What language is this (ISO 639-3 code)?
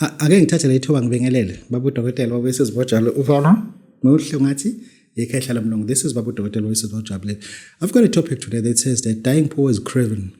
zul